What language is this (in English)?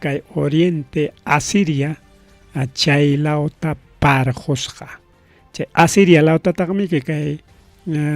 Ayacucho Quechua